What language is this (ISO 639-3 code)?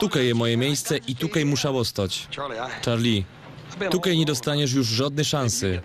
szl